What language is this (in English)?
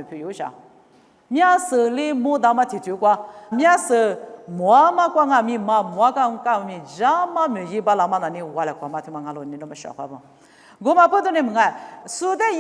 Lisu